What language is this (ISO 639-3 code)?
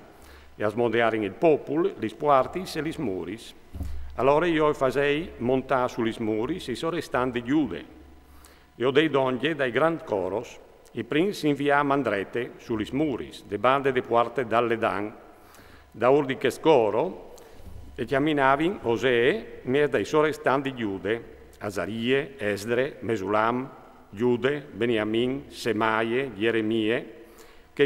fur